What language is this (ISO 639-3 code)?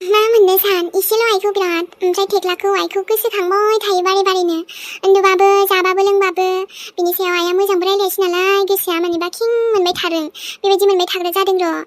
brx